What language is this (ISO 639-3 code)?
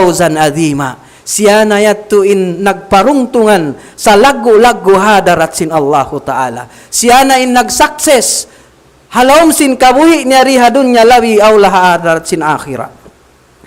tsg